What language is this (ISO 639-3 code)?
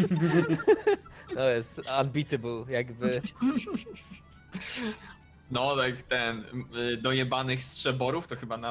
pol